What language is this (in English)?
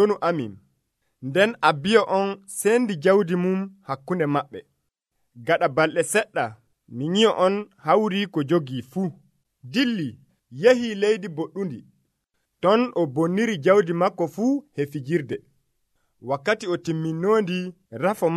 Nigerian Fulfulde